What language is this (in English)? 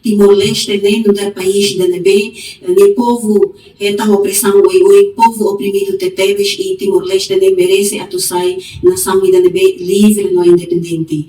Tetum